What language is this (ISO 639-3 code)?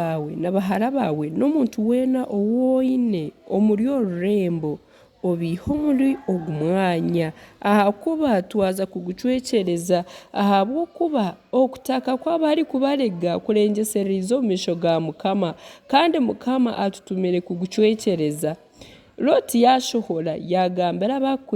nyn